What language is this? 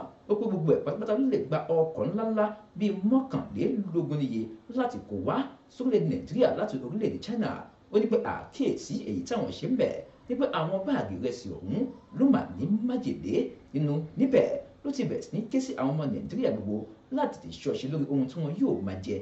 Yoruba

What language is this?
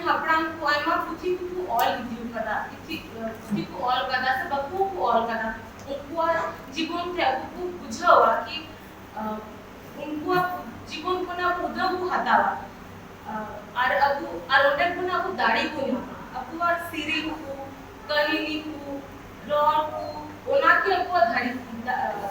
Santali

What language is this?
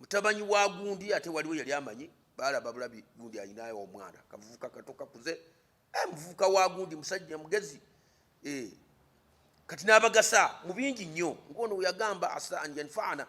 Ganda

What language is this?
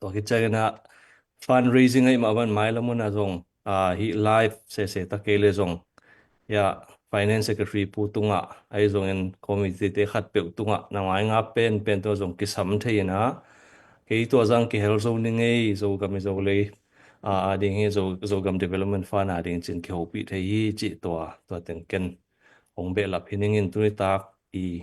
Tedim Chin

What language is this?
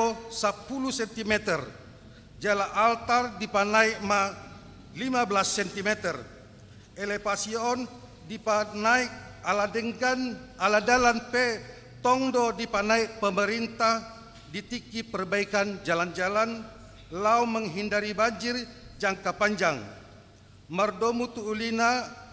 Batak Toba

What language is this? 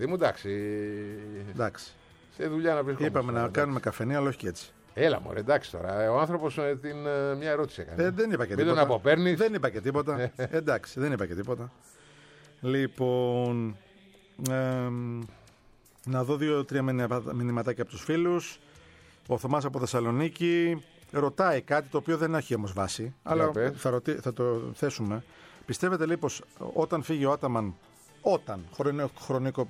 Greek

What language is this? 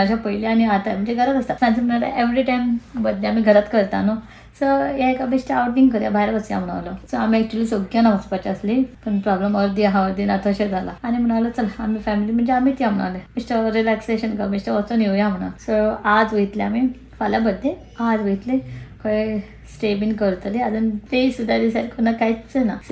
Konkani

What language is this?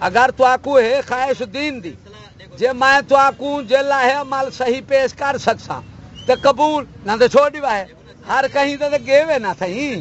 Saraiki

